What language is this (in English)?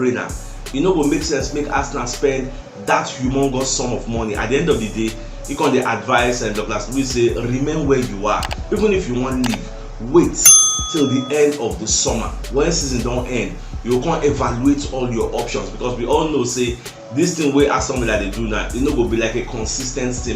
Nigerian Pidgin